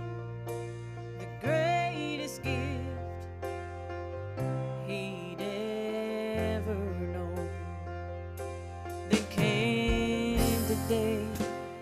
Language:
English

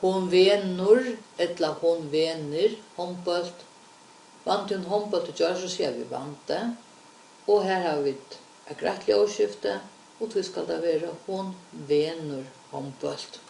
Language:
Faroese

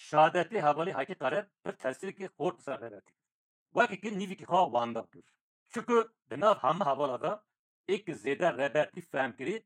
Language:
Kurdish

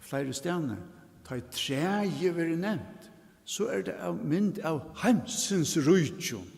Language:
Faroese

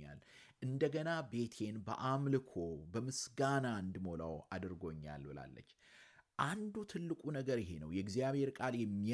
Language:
Amharic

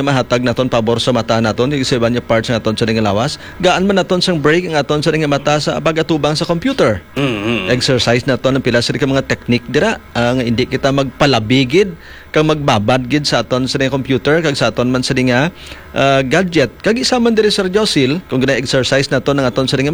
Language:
Hiligaynon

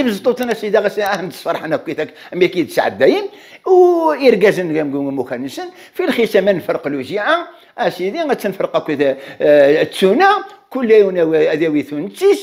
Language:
Kabyle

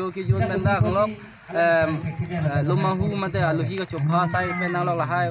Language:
Karbi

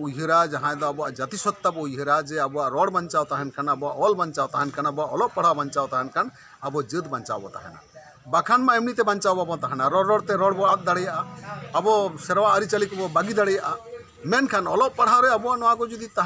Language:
Santali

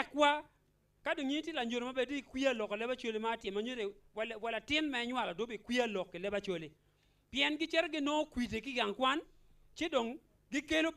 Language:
Acoli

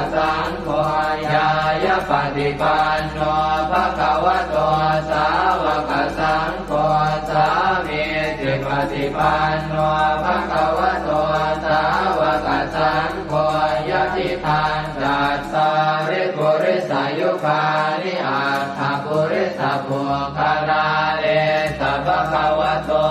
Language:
Pali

